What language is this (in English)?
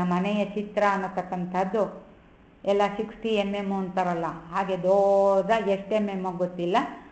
Kannada